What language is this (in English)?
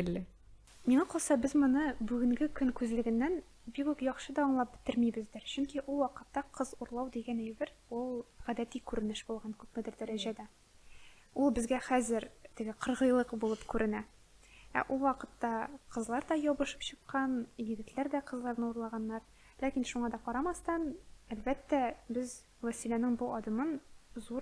Tatar